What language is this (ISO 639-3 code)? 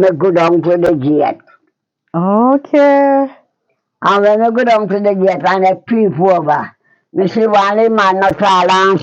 jam